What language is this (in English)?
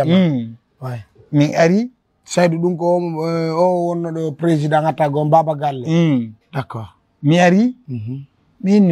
Fula